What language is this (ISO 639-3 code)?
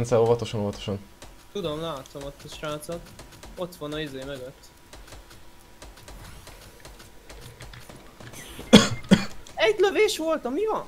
hun